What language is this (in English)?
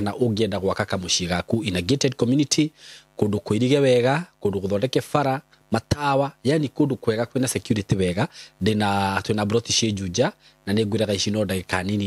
Kikuyu